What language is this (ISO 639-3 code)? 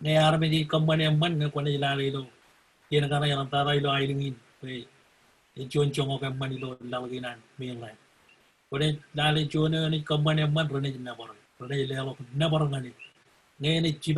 mah